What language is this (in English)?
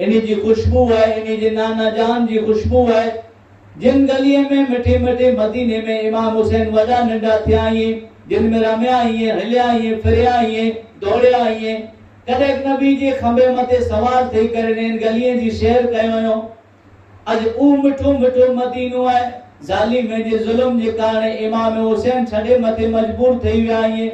Kachhi